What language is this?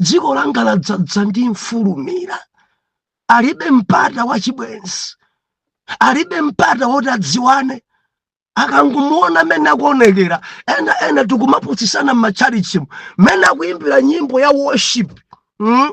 Nyanja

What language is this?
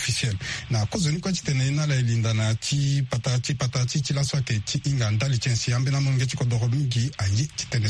Sango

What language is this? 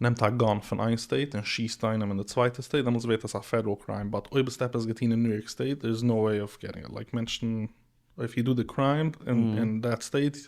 Yiddish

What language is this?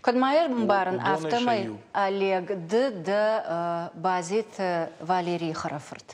Ossetic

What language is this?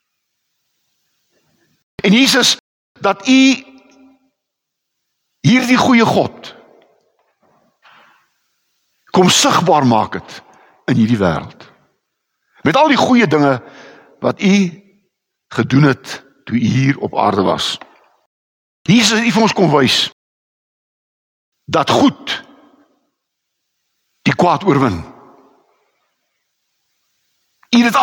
Afrikaans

